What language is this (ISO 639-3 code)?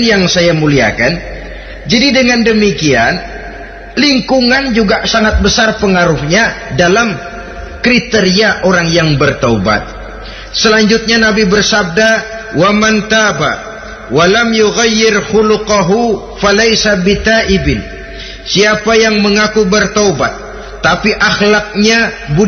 ind